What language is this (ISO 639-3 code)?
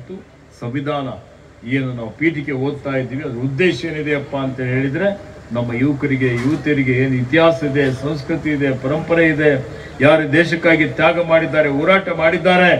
kan